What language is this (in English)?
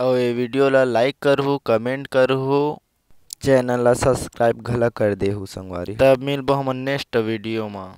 Chhattisgarhi